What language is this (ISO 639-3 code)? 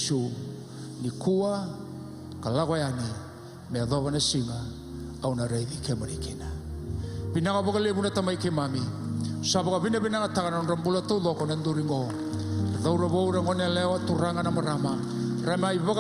fij